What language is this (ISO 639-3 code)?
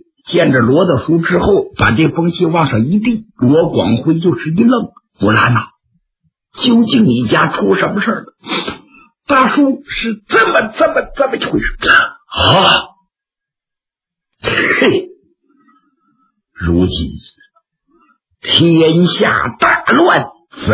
zho